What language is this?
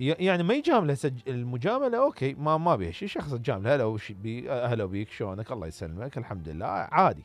Mesopotamian Arabic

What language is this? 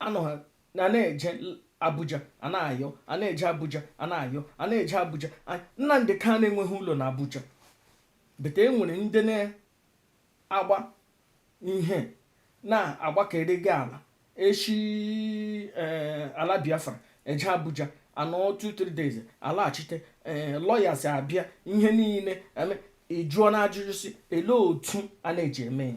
Igbo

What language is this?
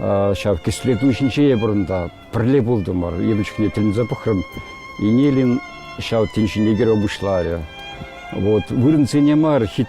Chuvash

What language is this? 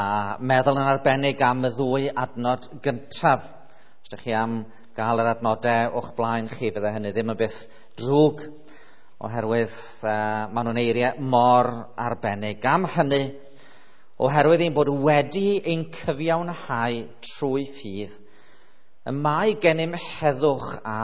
Welsh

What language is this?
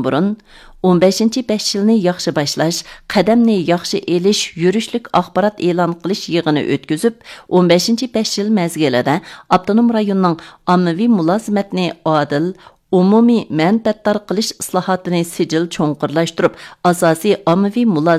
Uyghur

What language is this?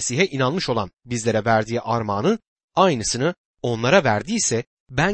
Turkish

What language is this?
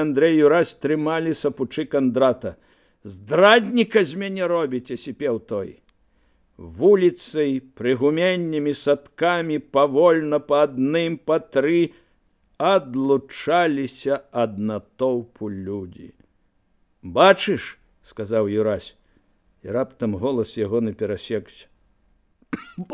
Belarusian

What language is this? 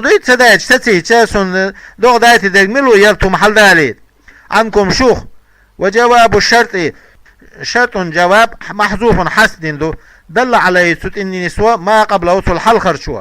Chechen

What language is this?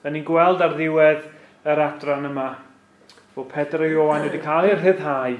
Welsh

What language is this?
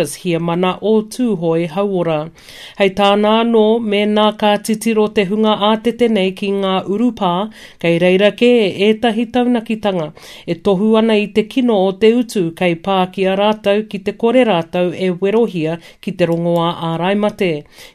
Māori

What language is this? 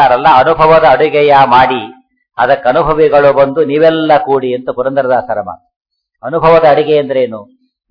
Kannada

